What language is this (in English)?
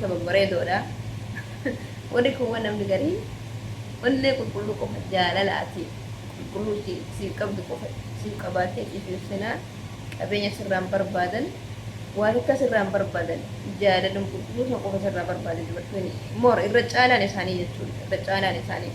Oromo